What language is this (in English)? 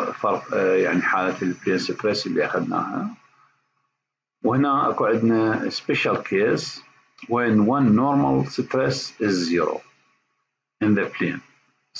Mesopotamian Arabic